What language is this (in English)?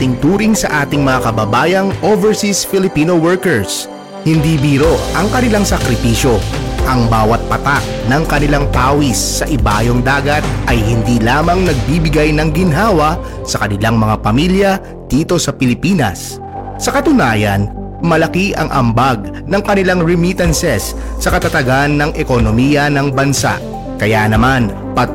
Filipino